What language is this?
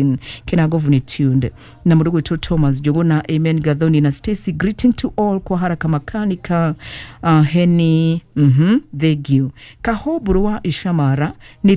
Kikuyu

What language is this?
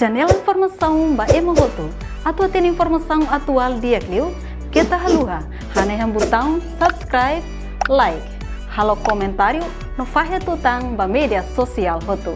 Tetum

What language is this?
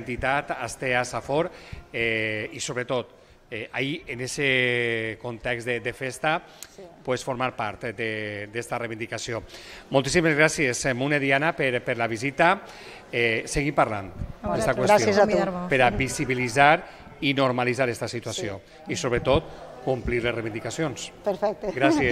Catalan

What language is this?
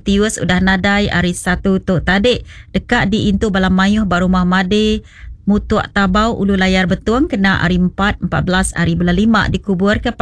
Iban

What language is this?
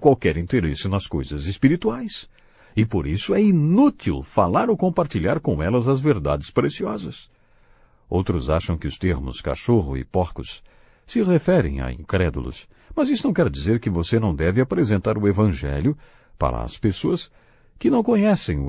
Portuguese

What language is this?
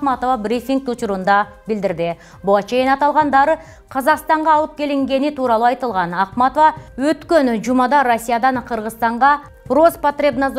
Kyrgyz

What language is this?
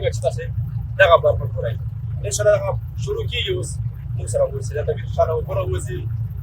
Pashto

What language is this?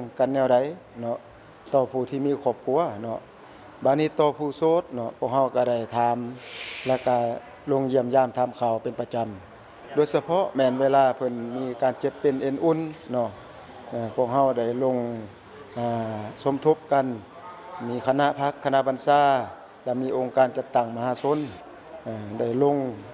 Lao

